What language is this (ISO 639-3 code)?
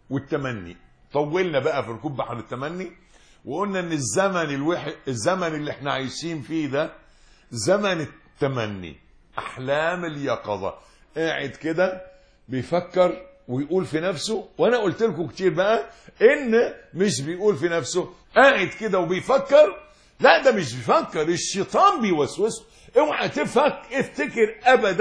arz